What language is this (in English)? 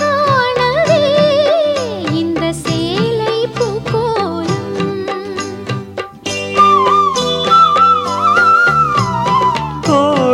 Tamil